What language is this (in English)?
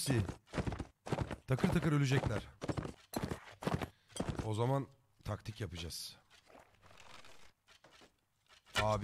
Turkish